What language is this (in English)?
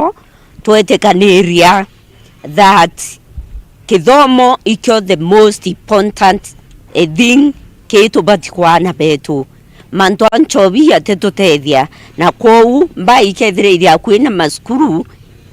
Meru